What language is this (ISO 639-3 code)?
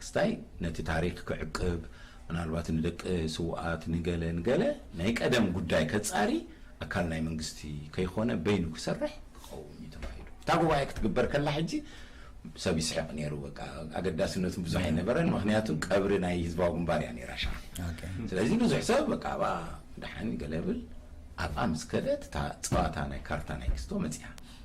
tir